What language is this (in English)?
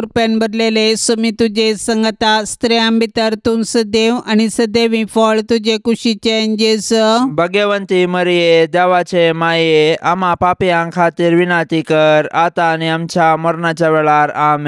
Konkani